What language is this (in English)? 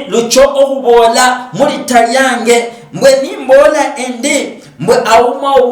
Luyia